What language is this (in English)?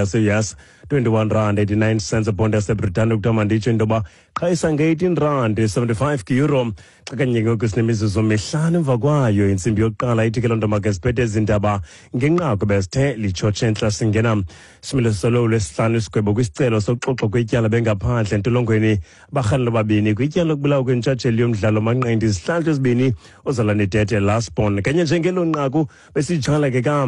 Xhosa